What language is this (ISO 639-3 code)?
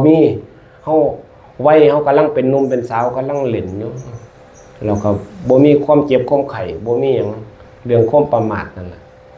tts